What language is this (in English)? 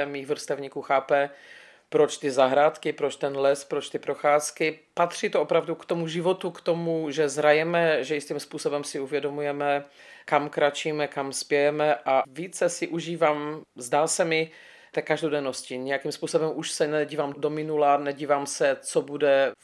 Czech